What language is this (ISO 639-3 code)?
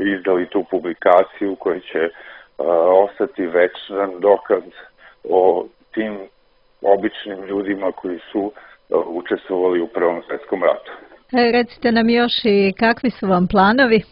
srp